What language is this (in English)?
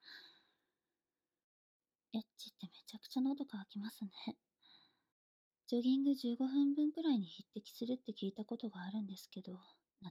Japanese